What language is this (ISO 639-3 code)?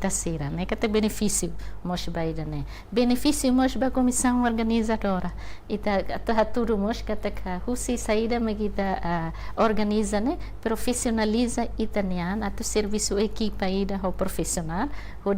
tet